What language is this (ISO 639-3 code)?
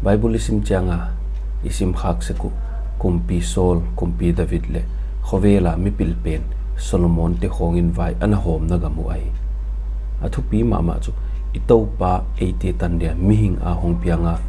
pck